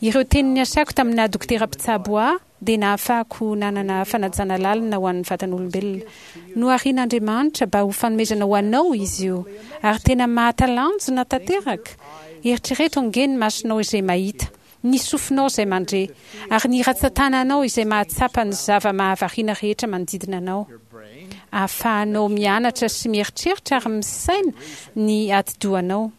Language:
Malagasy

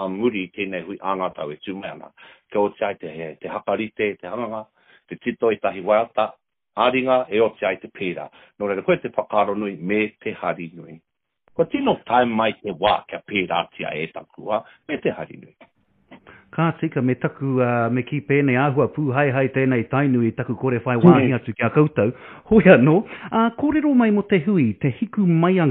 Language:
Māori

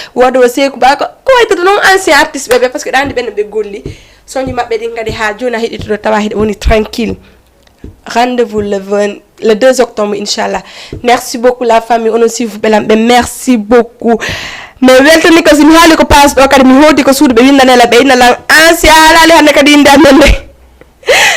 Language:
Fula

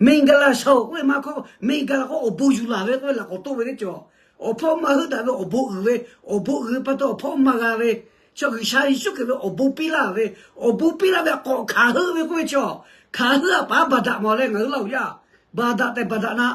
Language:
Lahu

